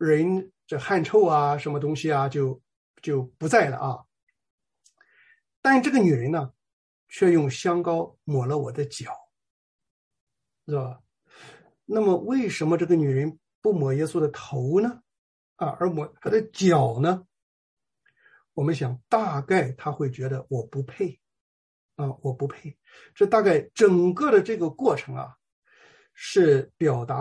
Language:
Chinese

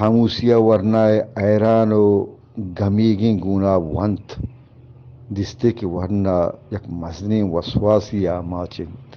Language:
Eastern Balochi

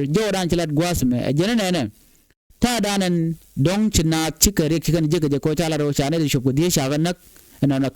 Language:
Nuer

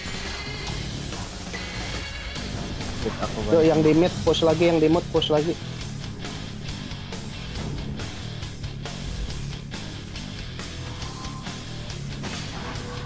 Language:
Indonesian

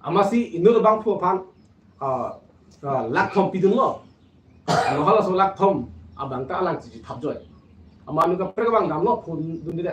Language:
Karbi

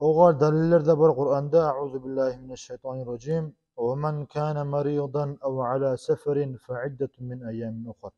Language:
Kumyk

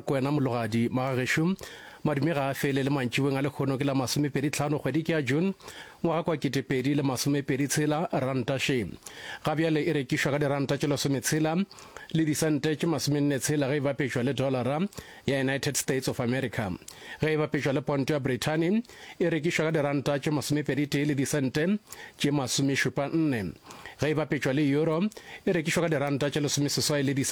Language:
Northern Sotho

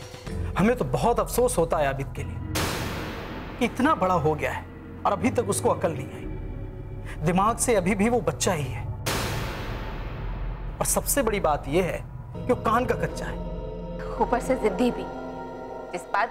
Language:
Hindi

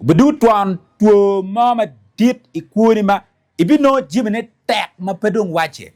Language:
Acoli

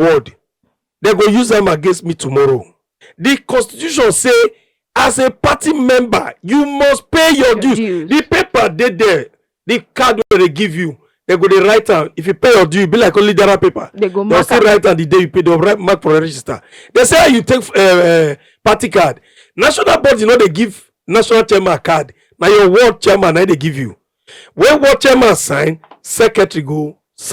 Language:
Nigerian Pidgin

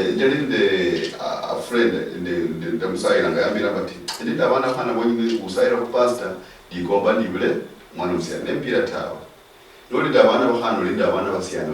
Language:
Luyia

